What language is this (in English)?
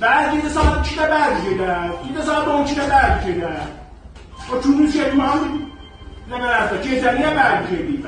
South Azerbaijani